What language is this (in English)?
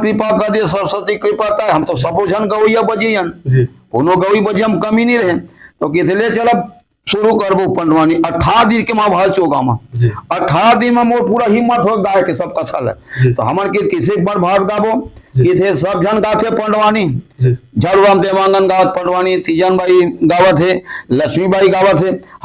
Chhattisgarhi